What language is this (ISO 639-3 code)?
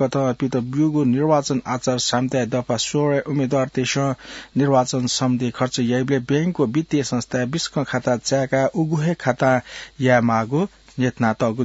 new